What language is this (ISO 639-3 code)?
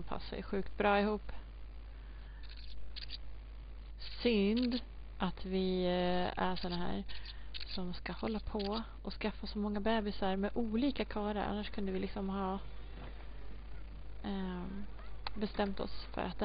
swe